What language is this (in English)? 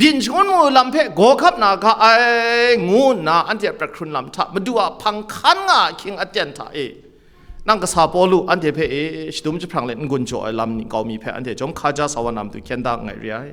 Kachin